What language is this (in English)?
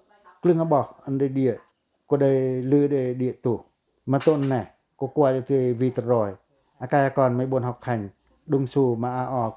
Pacoh